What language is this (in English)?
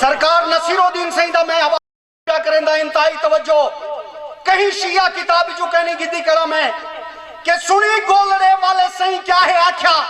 Saraiki